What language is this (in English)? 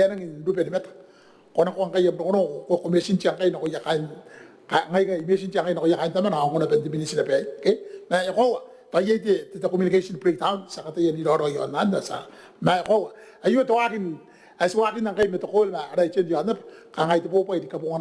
Gilbertese